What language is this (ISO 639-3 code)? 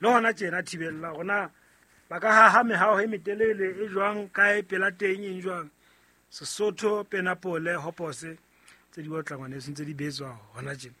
sot